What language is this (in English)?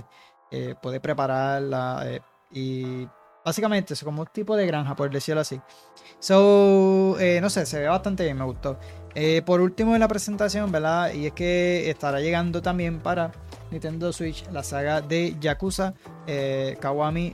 Spanish